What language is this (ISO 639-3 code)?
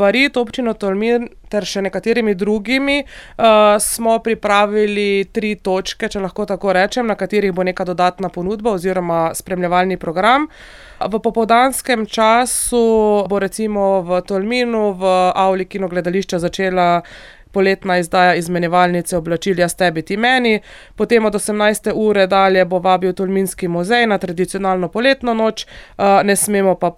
slv